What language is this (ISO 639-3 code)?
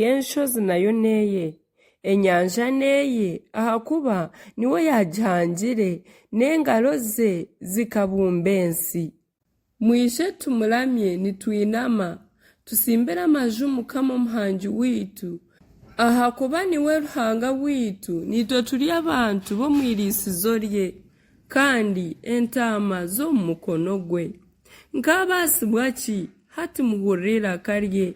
nyn